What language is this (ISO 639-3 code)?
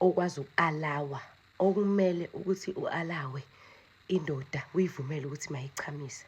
zul